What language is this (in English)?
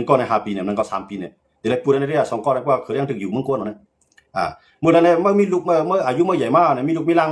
Shan